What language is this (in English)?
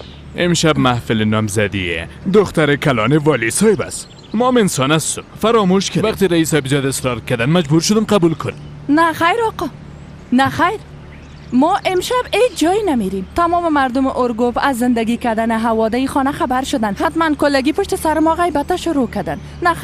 Persian